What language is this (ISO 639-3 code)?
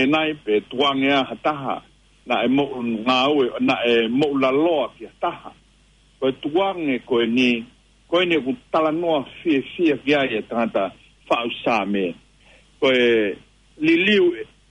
ton